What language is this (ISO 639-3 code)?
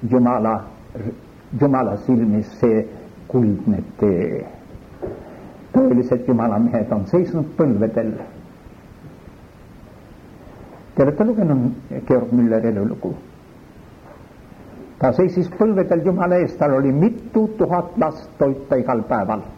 est